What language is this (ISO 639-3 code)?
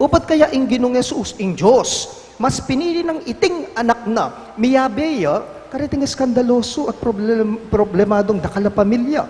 pam